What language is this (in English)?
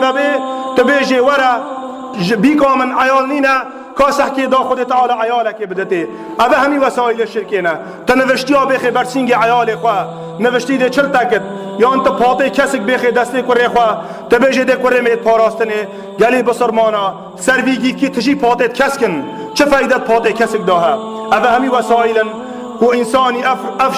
Kurdish